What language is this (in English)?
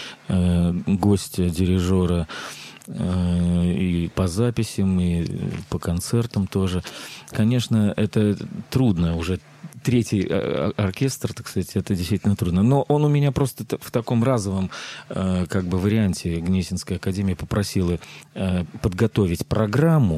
Russian